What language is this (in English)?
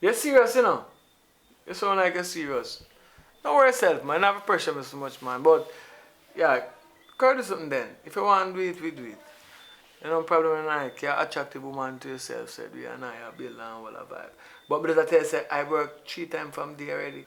Jamaican Creole English